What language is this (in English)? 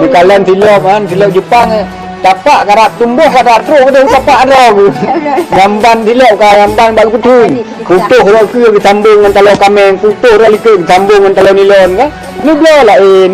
Achinese